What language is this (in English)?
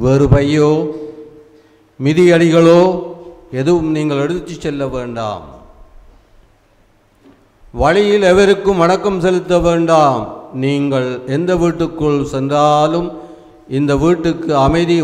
Tamil